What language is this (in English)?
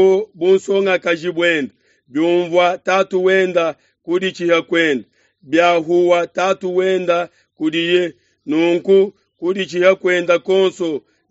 Luba-Lulua